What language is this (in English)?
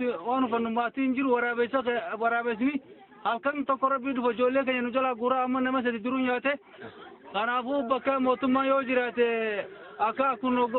Oromo